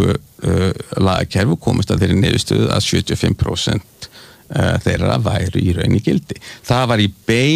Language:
Icelandic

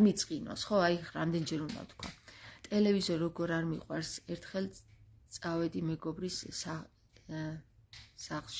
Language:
Georgian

